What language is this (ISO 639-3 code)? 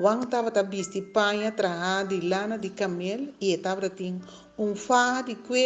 pap